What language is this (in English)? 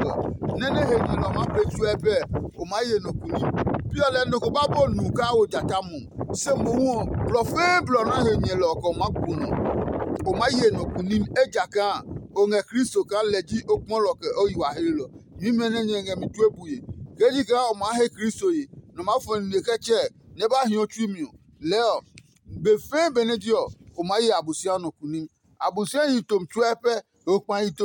Adangme